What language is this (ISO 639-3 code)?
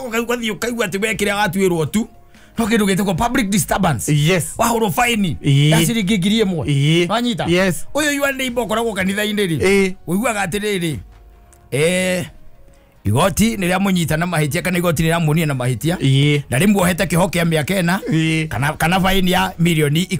kik